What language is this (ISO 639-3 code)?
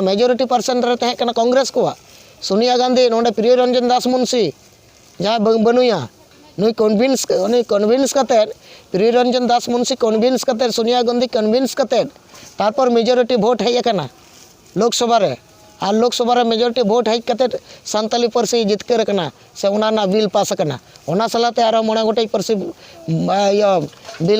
sat